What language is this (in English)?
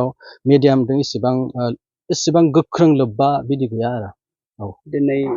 Bodo